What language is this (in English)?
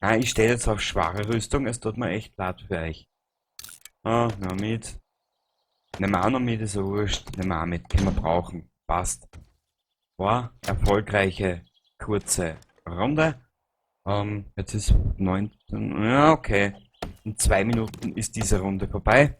Bavarian